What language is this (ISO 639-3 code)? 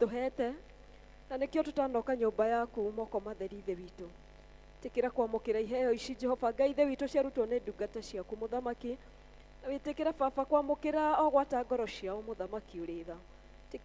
kik